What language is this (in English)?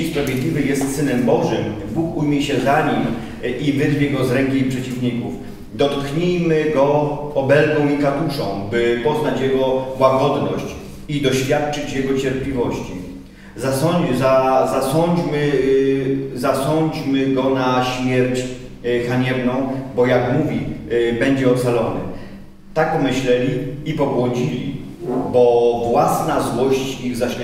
Polish